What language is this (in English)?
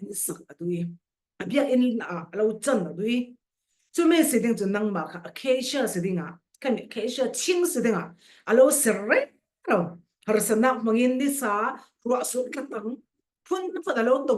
Falam Chin